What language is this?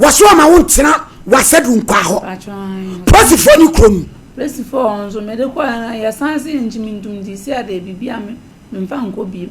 Akan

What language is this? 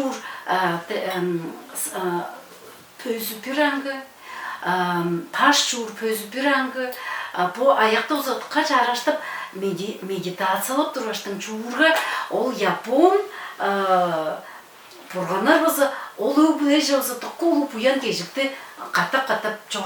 Tuvinian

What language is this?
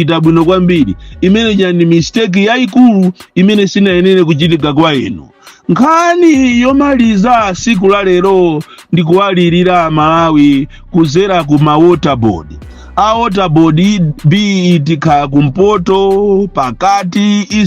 Nyanja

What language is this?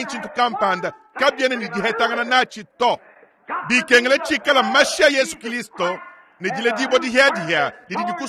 Luba-Lulua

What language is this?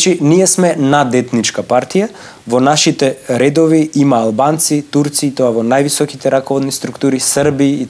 Macedonian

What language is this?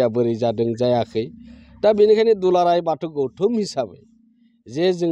Bodo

